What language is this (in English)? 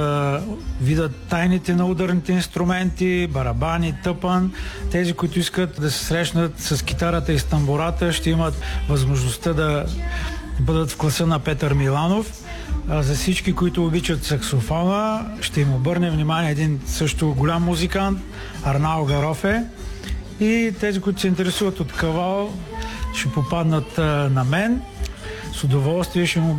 Bulgarian